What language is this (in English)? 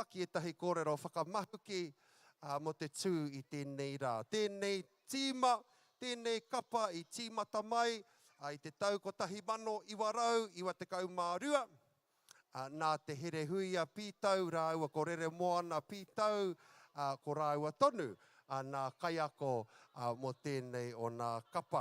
Māori